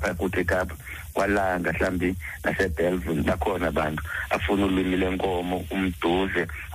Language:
Xhosa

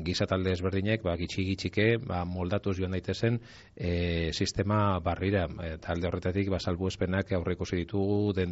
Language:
Basque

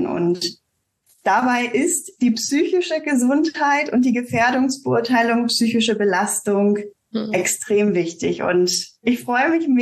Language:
German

